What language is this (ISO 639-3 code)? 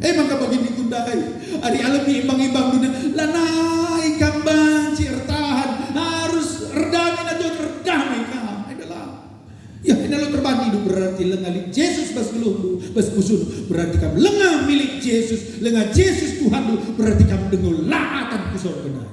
btx